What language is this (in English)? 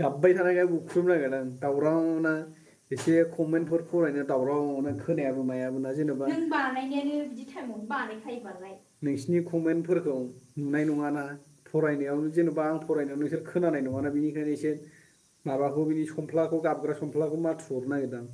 Bodo